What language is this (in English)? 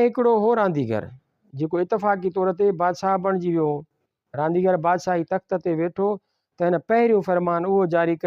Sindhi